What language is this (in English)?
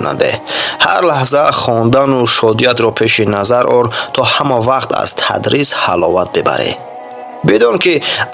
Tajik